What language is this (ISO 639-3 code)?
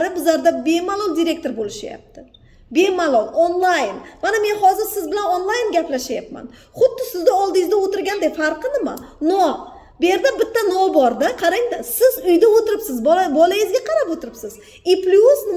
uzb